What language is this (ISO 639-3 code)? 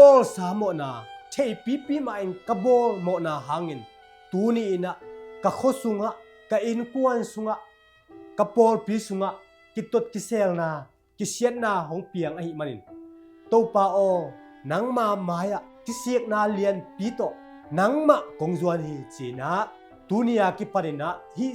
ctd